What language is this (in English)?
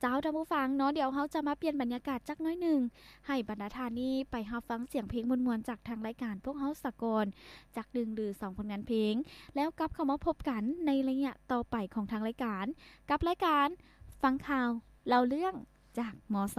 Lao